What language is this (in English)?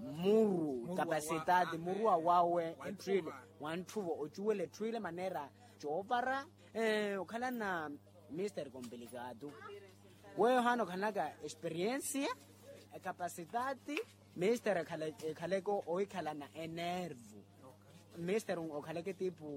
Makhuwa